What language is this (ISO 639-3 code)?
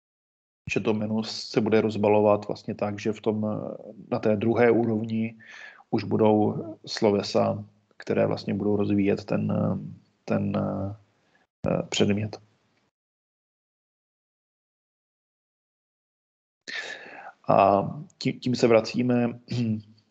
ces